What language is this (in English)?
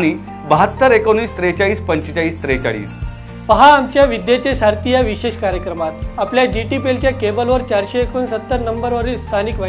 Marathi